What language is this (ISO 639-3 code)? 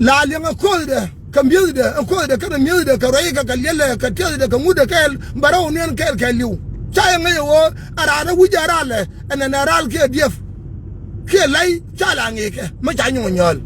nus